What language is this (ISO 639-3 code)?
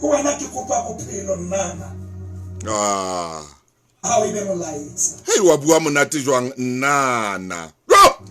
sot